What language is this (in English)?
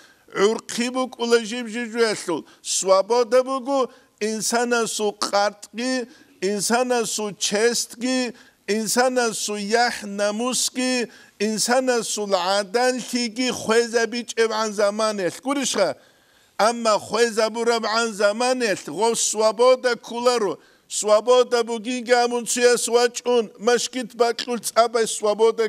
Avaric